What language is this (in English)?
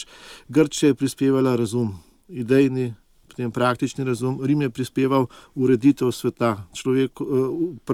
Slovenian